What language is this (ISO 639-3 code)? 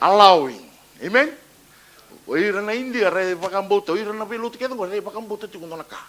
fij